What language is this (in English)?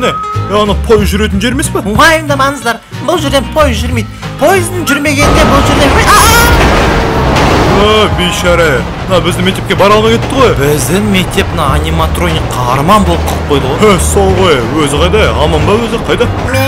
Kazakh